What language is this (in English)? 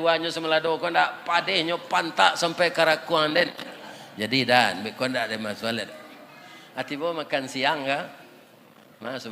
Minangkabau